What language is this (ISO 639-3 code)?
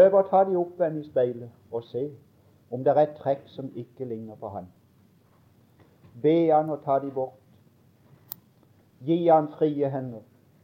nor